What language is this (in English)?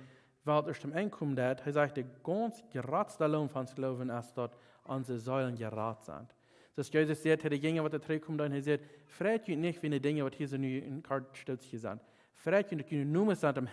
Plautdietsch